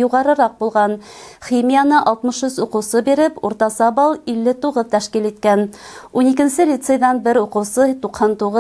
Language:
Bashkir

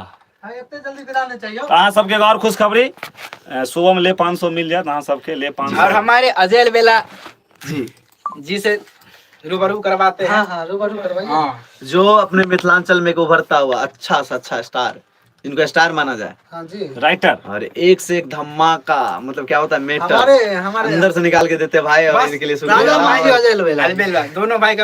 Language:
Maithili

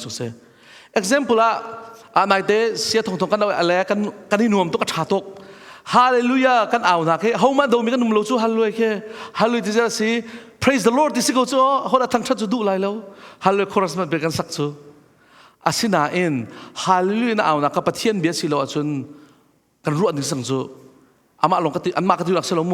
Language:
Hakha Chin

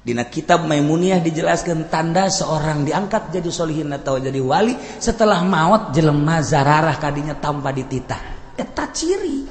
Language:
Sundanese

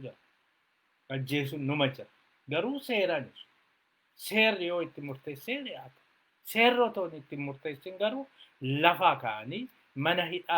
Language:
Oromo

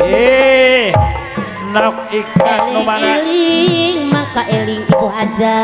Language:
Sundanese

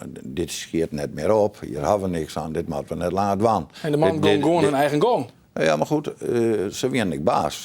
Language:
Western Frisian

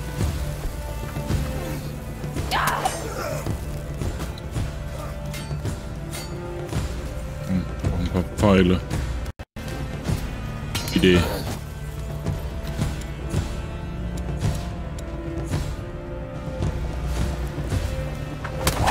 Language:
German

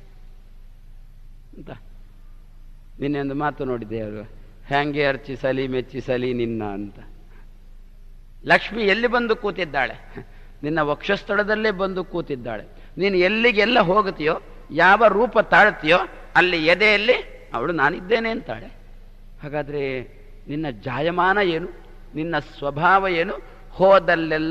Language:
Kannada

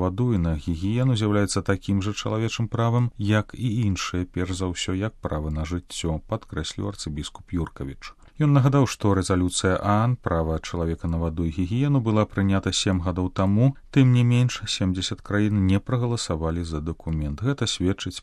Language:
Belarusian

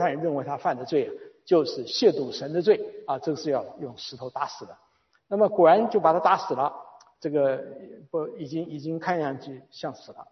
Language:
Chinese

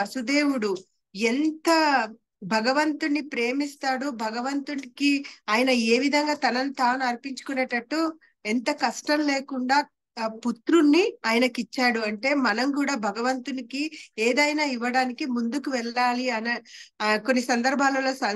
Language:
Telugu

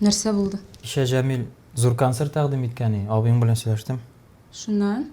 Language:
Tatar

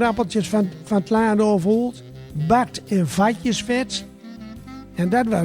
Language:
Gronings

